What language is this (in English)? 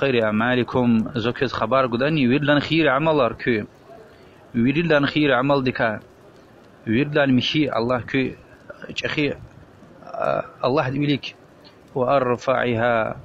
Lezghian